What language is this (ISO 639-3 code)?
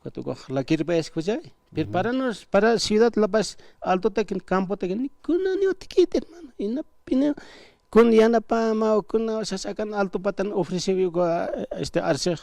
aym